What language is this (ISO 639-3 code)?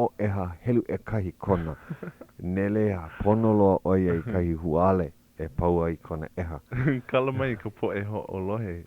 haw